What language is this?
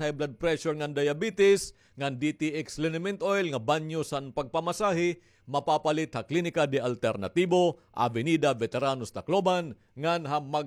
Waray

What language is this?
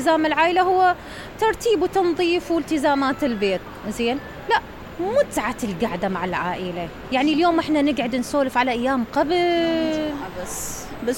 Mesopotamian Arabic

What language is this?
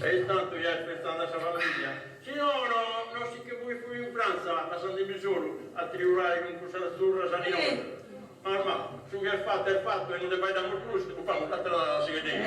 Sardinian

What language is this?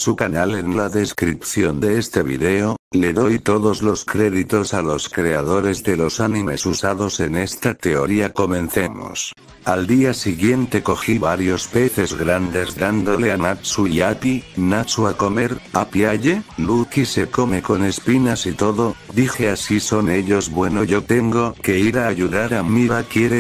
Spanish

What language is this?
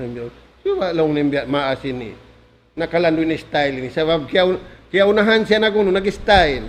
Tausug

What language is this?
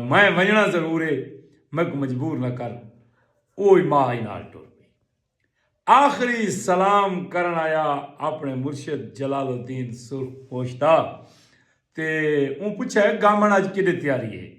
Saraiki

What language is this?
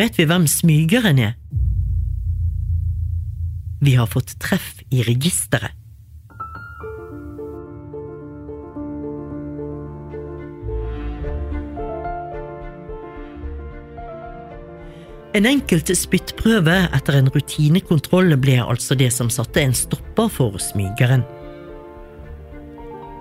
Norwegian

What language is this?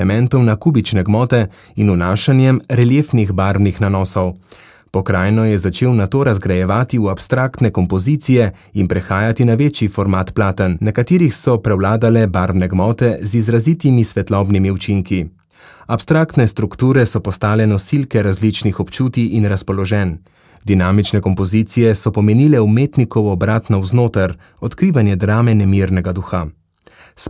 Slovenian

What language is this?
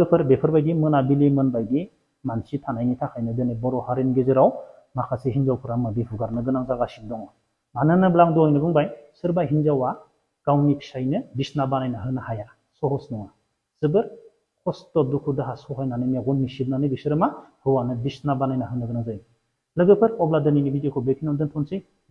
Bodo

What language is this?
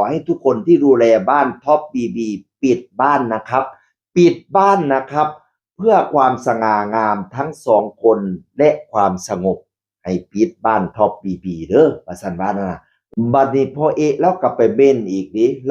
Northeastern Thai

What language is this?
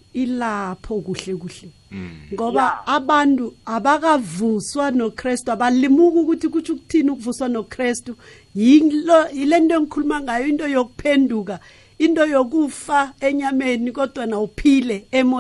South Ndebele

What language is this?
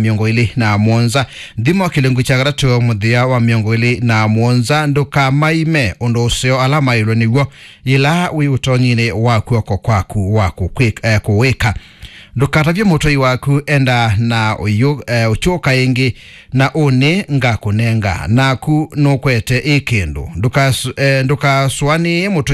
Kamba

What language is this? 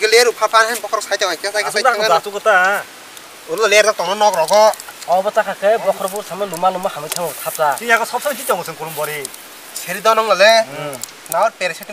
Kok Borok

